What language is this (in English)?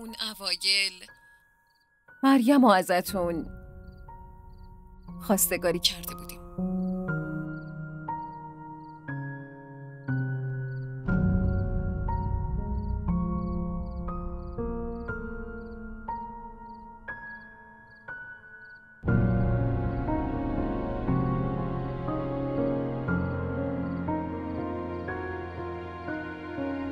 Persian